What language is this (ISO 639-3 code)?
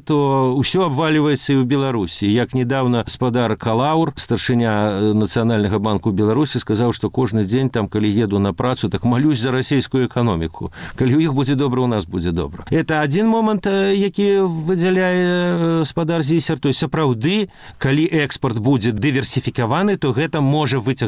bel